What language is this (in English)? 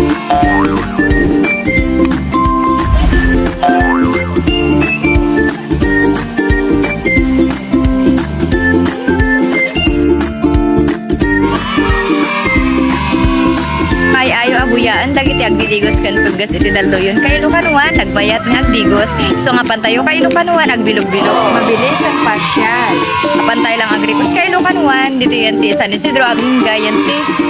Iloko